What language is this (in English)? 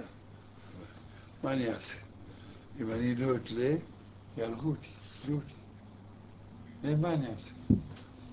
Hebrew